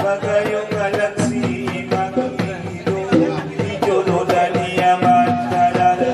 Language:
Batak Angkola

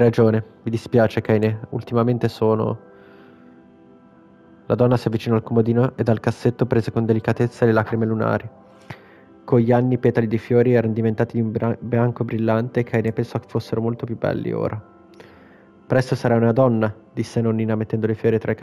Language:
Italian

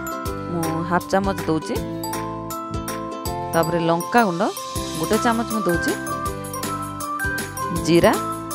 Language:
Odia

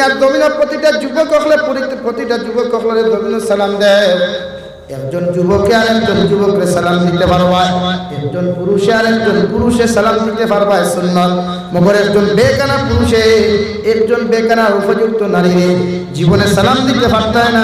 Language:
Sylheti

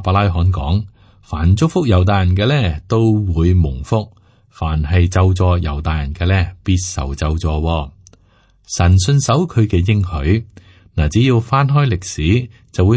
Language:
Cantonese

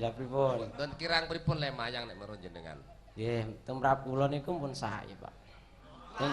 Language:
Javanese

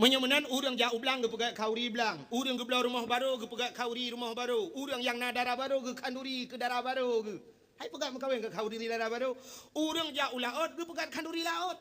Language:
Achinese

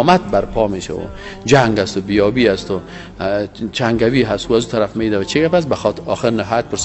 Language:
Persian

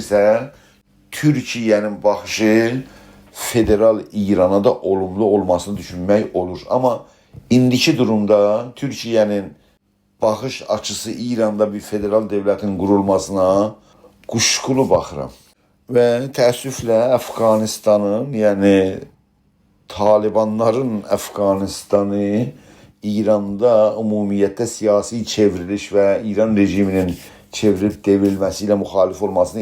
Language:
South Azerbaijani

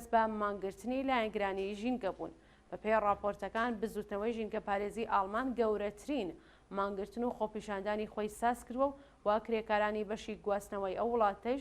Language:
Central Kurdish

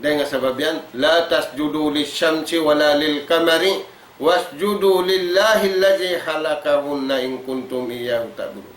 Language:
Tausug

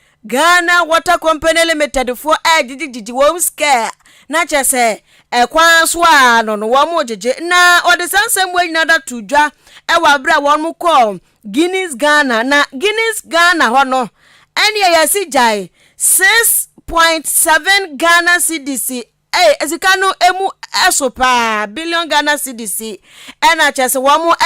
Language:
Akan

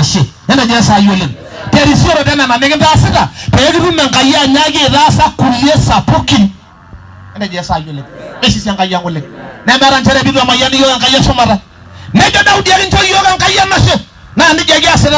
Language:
Masai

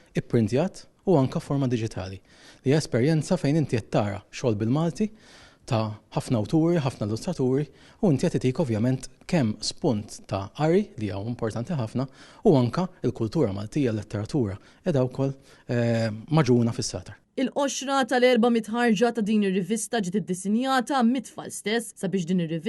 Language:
Maltese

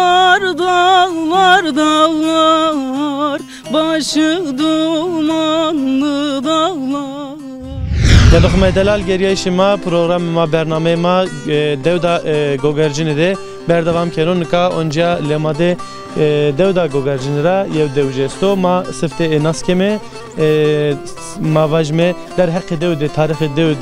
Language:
Zaza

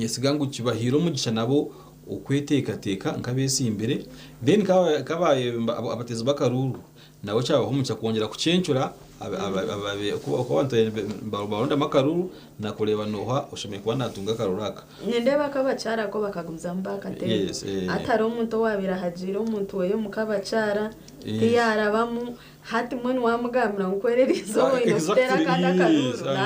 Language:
Nyankole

